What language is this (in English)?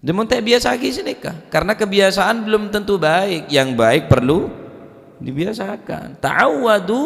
Madurese